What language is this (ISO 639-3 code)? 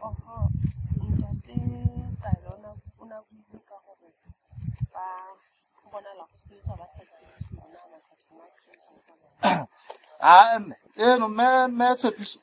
sot